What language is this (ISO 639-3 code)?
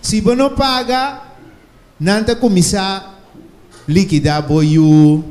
pap